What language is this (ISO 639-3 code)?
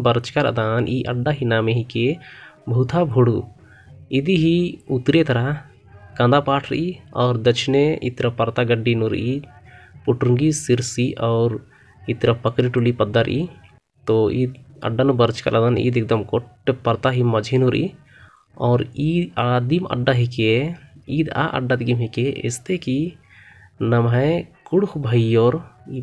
kru